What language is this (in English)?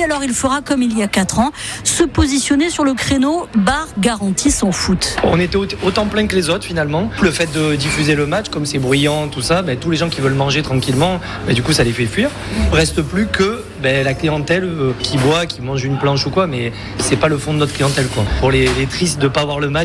French